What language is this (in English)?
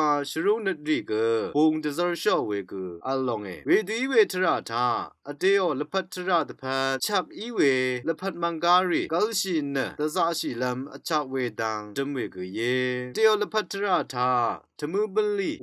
Rawang